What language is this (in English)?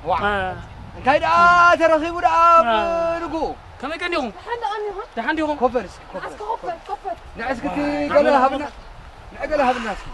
Tigrinya